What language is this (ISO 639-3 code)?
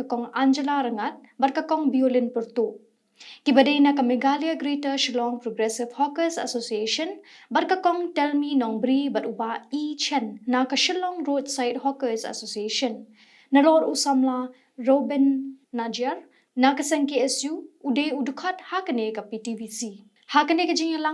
kha